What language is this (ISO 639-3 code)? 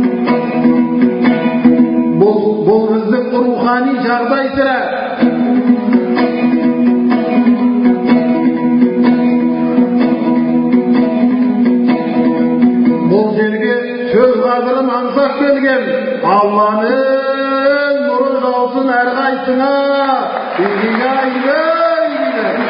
kaz